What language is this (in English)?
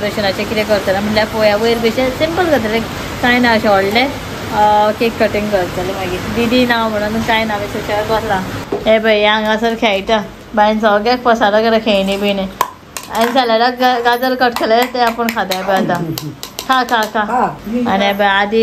Konkani